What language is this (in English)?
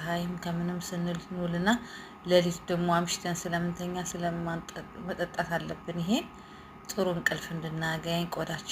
Amharic